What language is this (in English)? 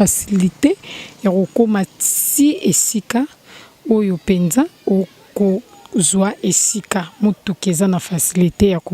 Lingala